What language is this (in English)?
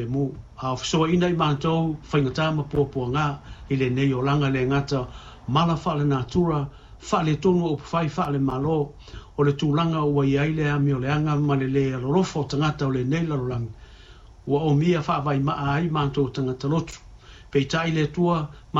Samoan